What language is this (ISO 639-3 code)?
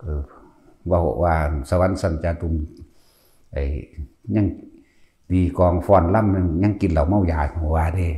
tts